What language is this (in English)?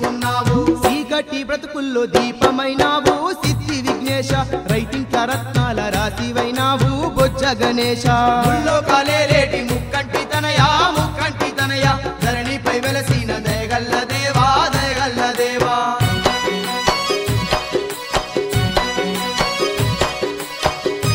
Telugu